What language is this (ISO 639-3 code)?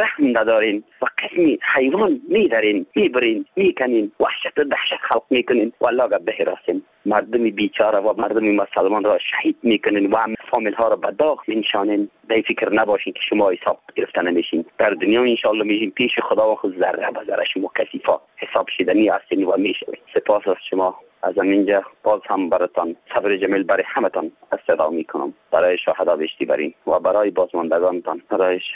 fas